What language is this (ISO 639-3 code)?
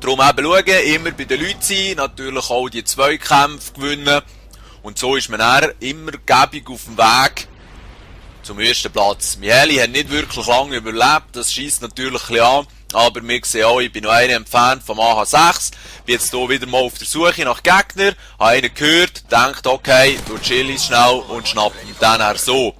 gsw